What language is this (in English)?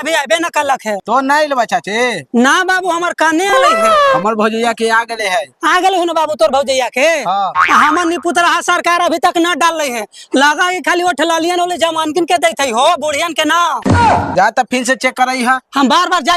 Magahi